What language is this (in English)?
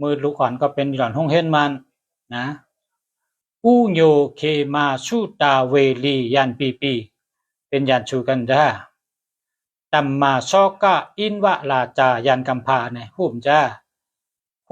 Shan